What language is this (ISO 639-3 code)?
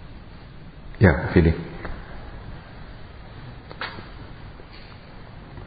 ind